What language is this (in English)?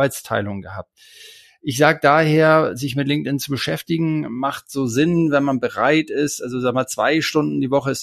German